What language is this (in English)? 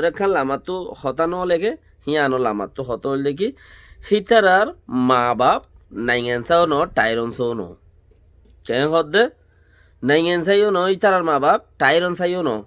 Rohingya